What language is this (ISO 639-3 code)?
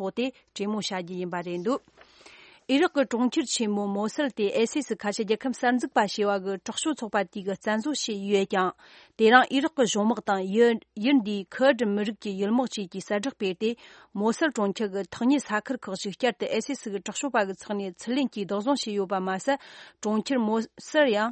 bod